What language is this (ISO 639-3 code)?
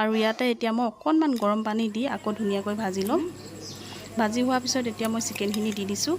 asm